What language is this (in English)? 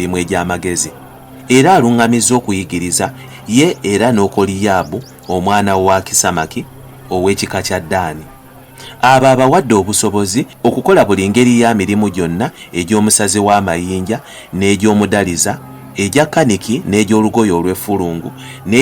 Ganda